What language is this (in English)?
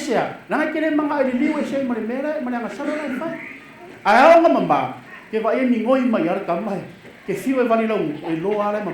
Samoan